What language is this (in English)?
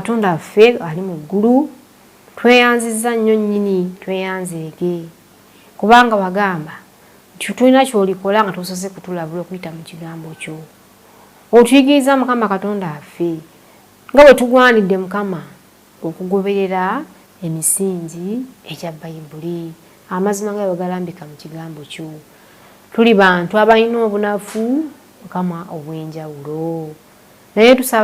Ganda